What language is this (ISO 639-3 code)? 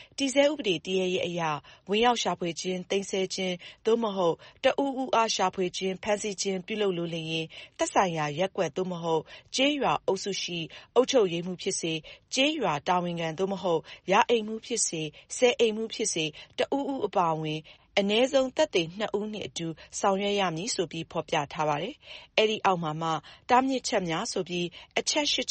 mya